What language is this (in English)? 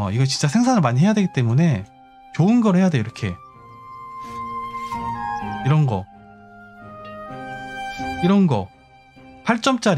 Korean